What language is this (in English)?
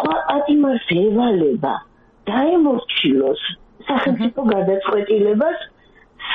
Georgian